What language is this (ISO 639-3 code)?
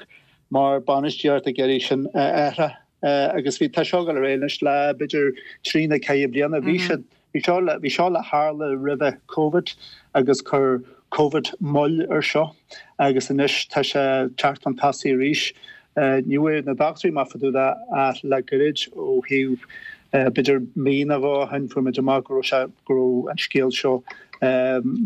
gle